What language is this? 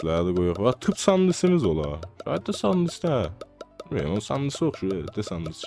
South Azerbaijani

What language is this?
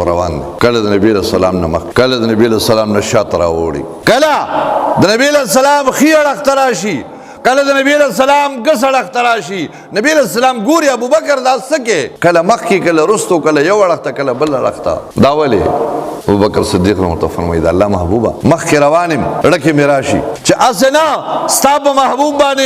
Pashto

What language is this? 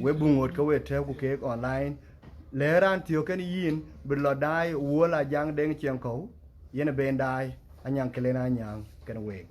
Dinka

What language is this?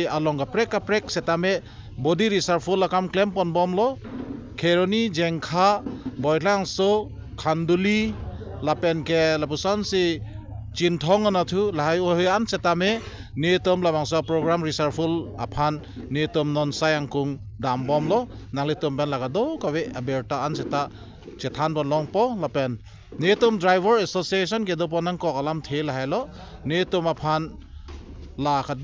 Karbi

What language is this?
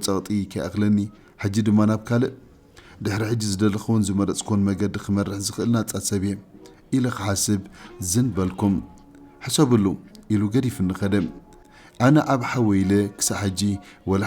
Tigrinya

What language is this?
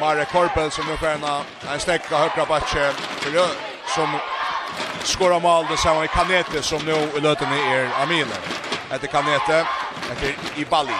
Faroese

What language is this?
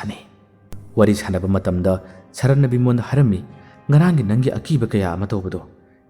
Manipuri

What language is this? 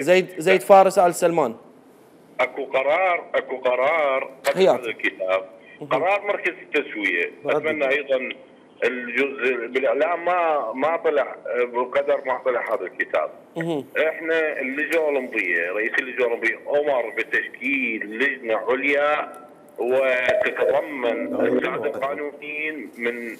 Mesopotamian Arabic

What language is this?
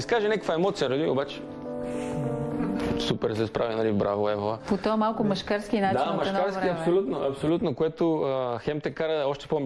Bulgarian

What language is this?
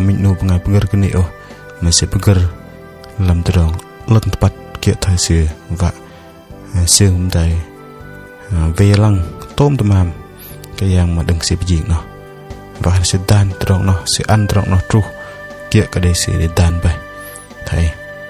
Bahnar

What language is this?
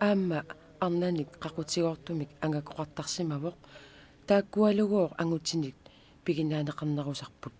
Kalaallisut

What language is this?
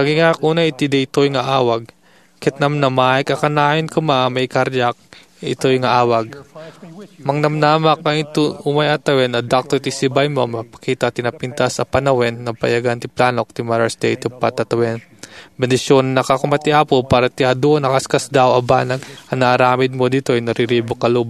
Iloko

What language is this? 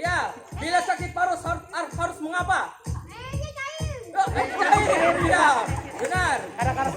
Banjar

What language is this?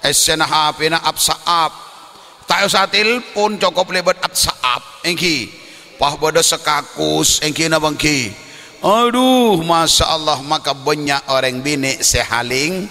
Madurese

